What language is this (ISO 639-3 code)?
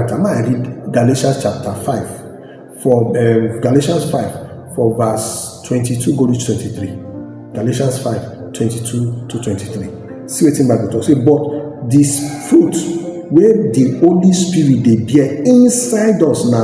pcm